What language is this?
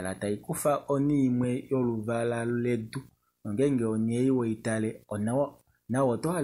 Kuanyama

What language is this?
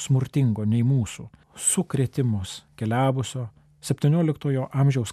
Lithuanian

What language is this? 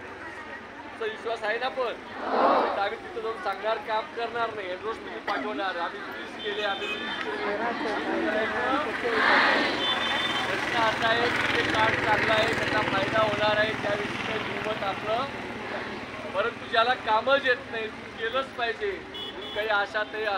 Marathi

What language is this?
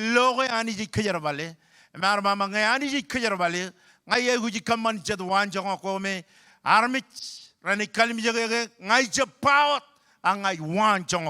Marshallese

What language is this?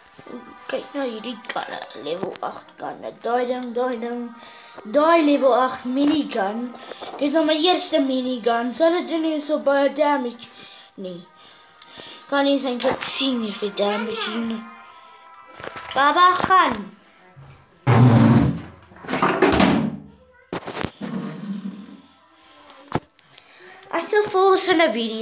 Afrikaans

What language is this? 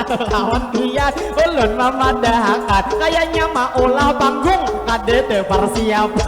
Banjar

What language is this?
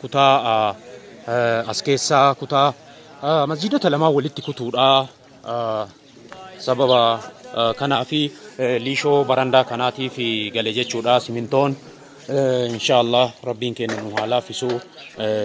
Oromo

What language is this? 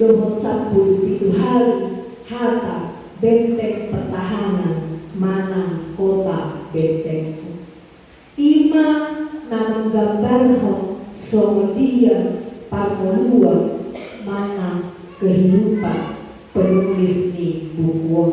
Batak Toba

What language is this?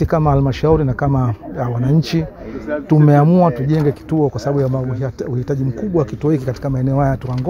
Swahili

